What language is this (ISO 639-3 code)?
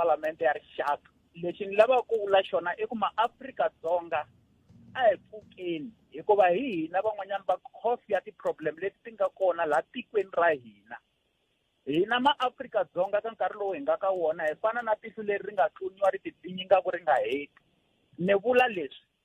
tso